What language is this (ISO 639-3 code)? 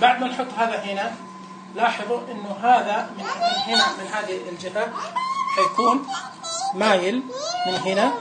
ars